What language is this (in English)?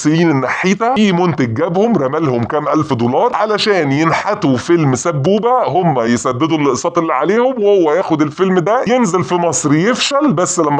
Egyptian Arabic